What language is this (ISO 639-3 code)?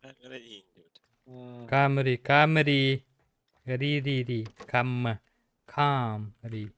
sah